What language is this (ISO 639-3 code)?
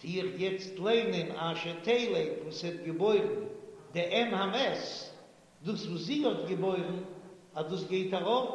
yid